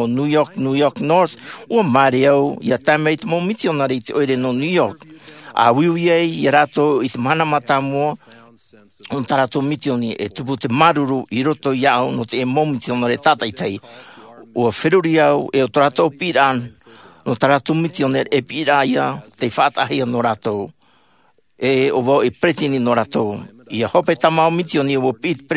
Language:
Tahitian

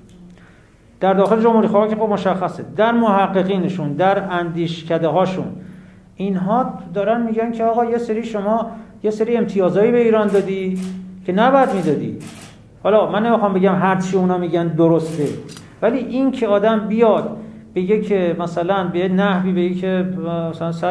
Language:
Persian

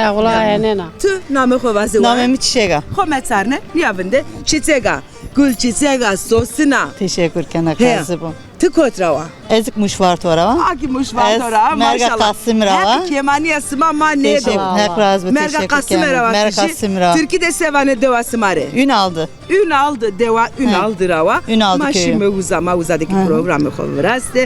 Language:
Zaza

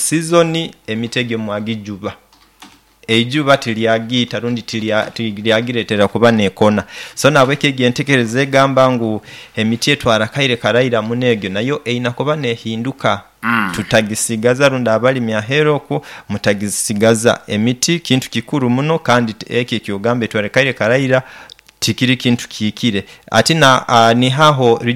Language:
Nyoro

